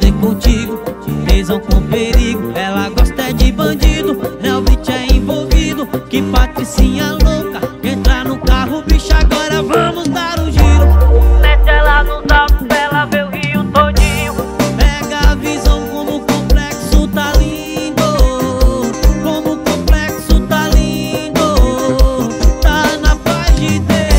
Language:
Portuguese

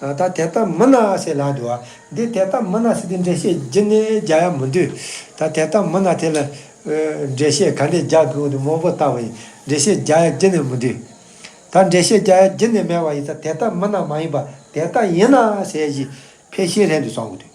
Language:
Tibetan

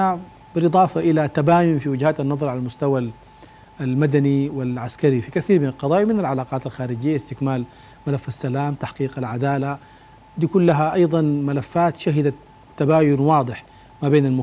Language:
Sudanese Arabic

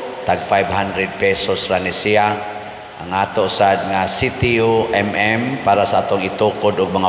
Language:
Cebuano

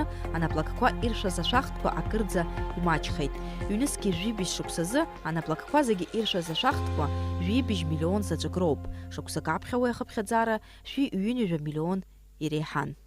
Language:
Abkhazian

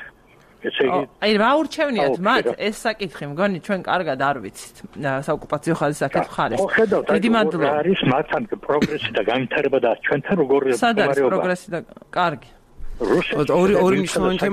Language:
Georgian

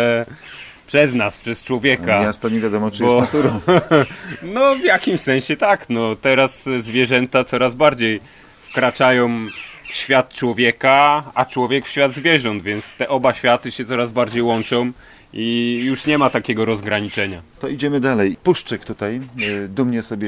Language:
Polish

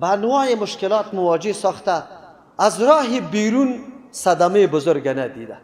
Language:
Persian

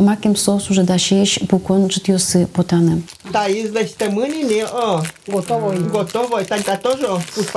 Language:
Udmurt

